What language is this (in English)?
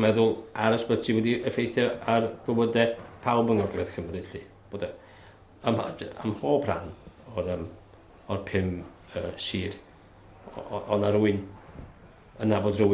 Welsh